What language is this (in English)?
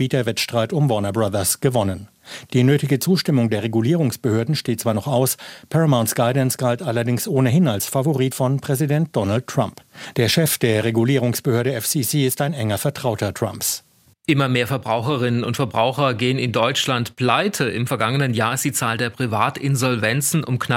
German